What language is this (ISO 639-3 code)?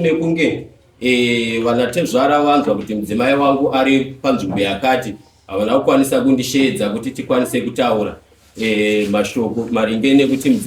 sna